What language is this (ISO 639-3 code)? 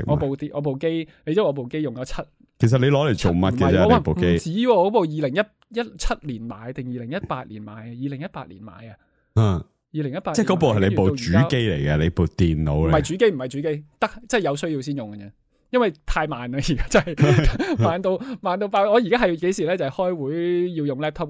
yue